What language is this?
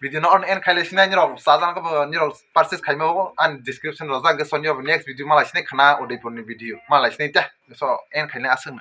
Kok Borok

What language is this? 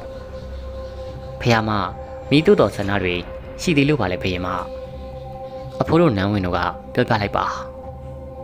Burmese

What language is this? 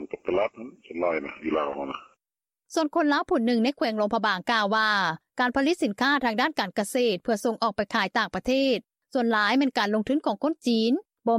Lao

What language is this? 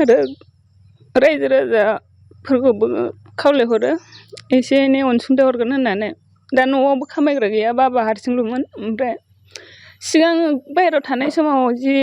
Bodo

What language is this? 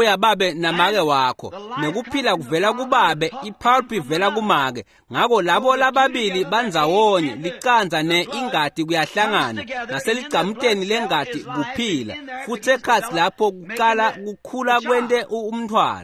Swati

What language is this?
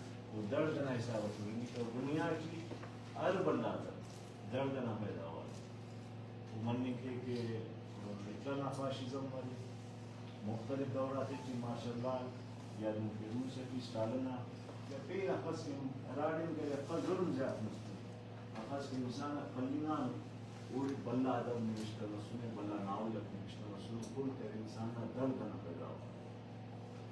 Brahui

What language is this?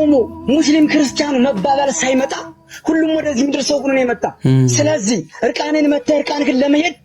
Amharic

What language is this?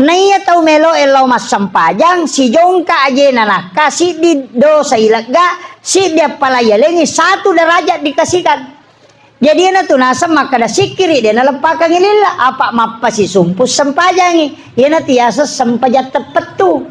Buginese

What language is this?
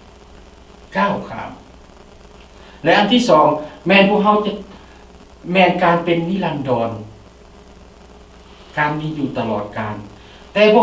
Lao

